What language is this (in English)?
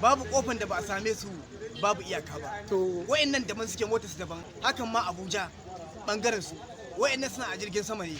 Hausa